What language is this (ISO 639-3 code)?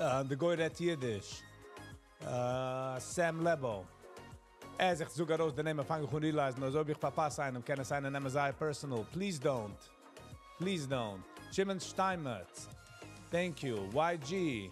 yid